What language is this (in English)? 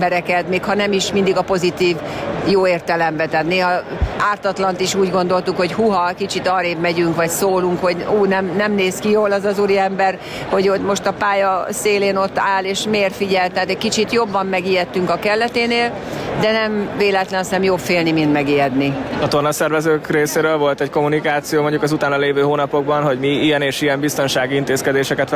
Hungarian